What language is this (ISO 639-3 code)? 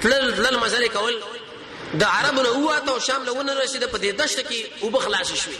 pus